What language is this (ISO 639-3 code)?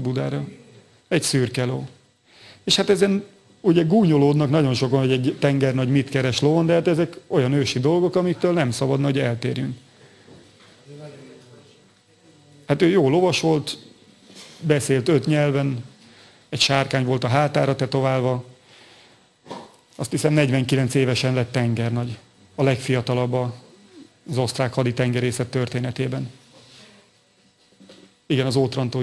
hun